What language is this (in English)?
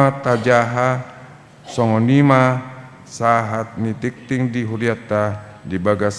Batak Toba